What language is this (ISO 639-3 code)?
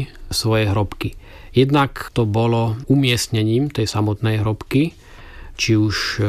slk